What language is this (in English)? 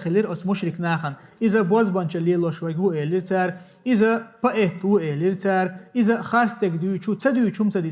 Chechen